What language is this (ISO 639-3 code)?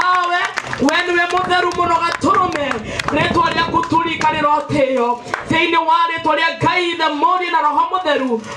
kik